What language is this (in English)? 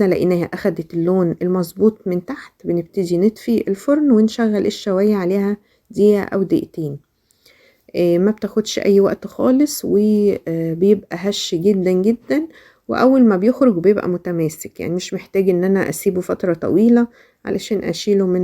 Egyptian Arabic